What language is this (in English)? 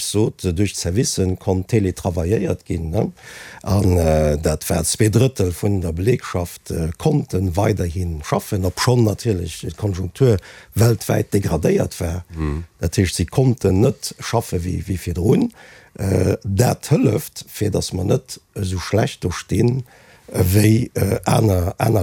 Luxembourgish